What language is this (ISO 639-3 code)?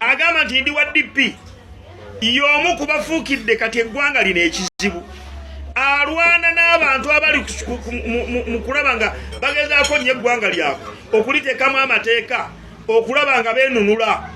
lug